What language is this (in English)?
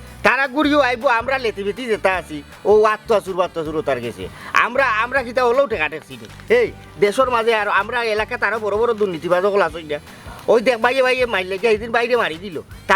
Sylheti